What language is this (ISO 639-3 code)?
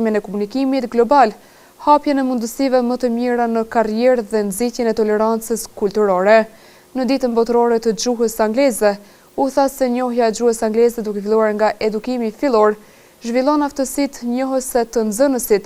sqi